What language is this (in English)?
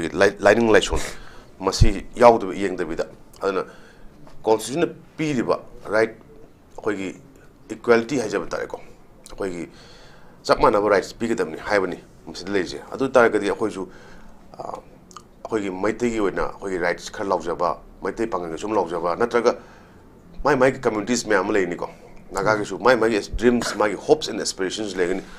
Manipuri